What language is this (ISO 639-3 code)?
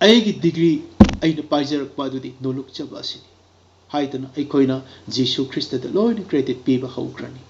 mni